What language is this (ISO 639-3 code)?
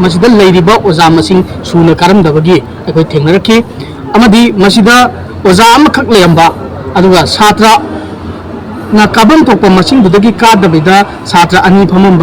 mni